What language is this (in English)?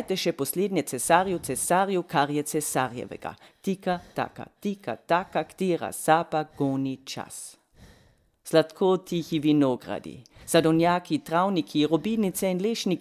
Slovenian